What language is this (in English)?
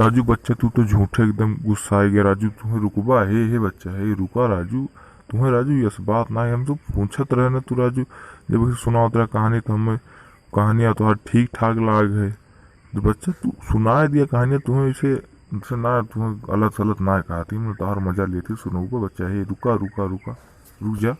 Awadhi